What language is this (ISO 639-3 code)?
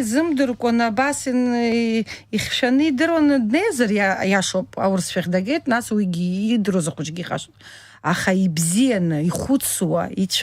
abk